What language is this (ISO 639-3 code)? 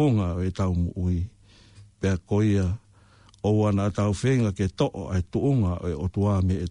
ton